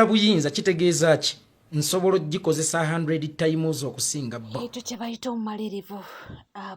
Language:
Ganda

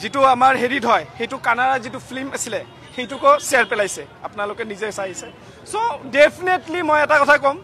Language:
Assamese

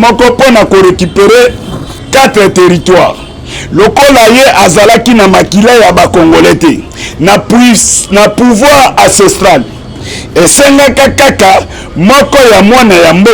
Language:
Lingala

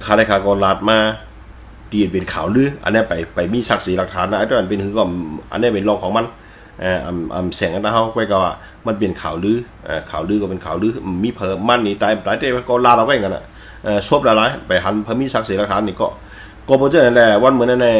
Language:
Shan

